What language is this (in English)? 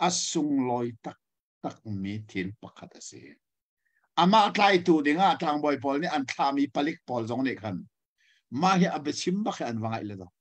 Hakha Chin